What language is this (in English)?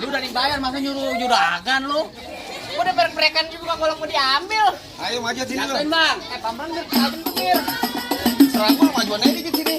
Betawi